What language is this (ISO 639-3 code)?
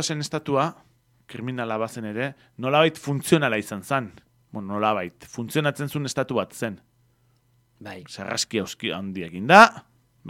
eus